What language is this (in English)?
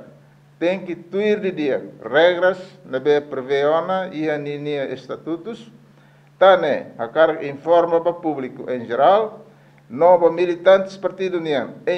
Tetum